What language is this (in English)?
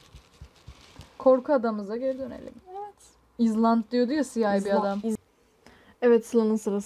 Turkish